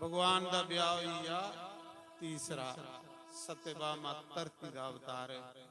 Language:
Dogri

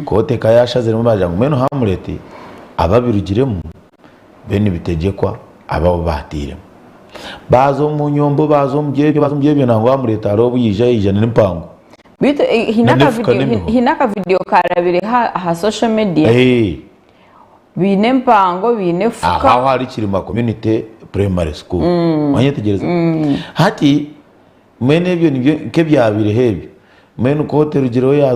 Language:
Nyankole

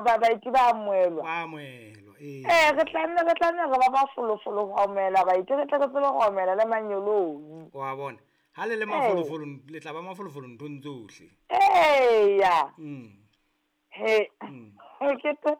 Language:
Southern Sotho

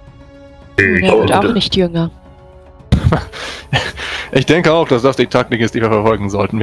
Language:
German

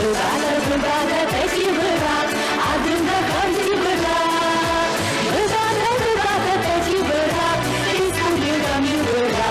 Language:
Adyghe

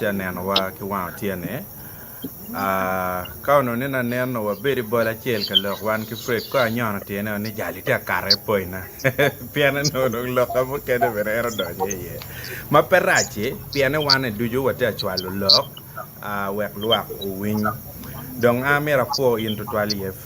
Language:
Acoli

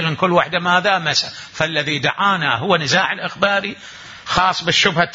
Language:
Mesopotamian Arabic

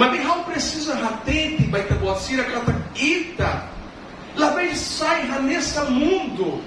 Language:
Tetum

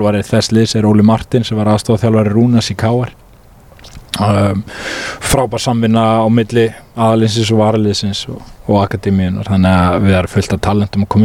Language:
Icelandic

